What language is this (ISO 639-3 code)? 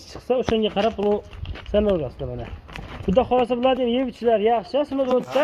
uzb